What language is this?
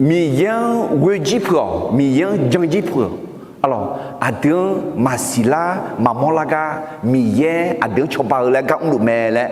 Akha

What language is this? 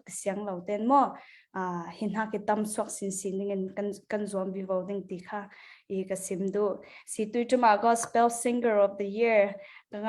Falam Chin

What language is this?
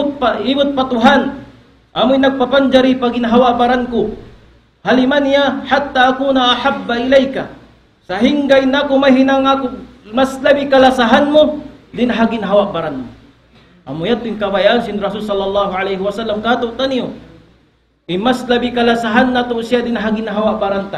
Tausug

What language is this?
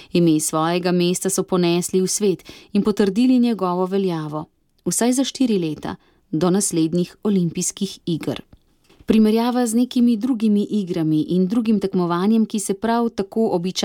Slovenian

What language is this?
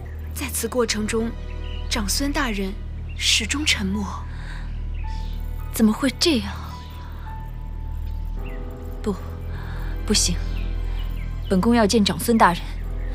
Chinese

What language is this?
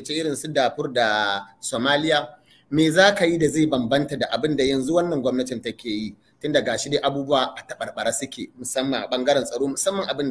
Hausa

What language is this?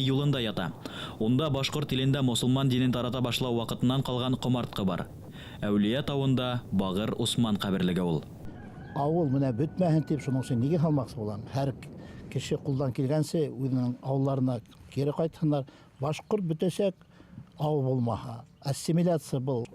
Bashkir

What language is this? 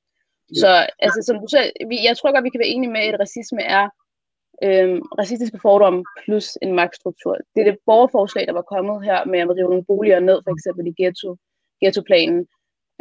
Danish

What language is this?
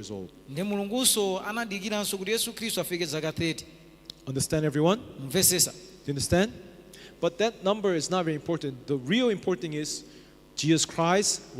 Nyanja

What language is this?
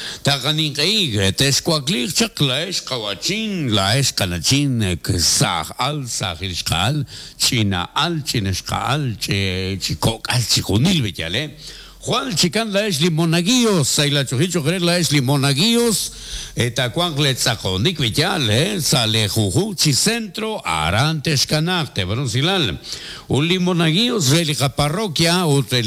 Kekchí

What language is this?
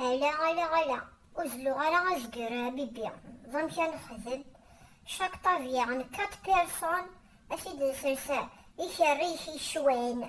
Kabyle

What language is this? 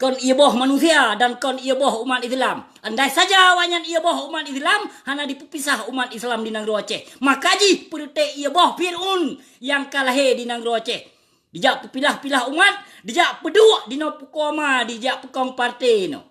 Achinese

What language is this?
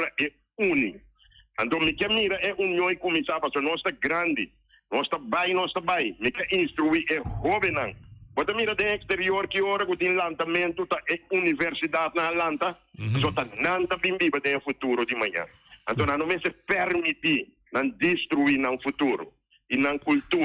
Papiamento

